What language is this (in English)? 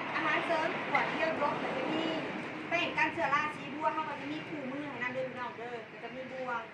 Northeastern Thai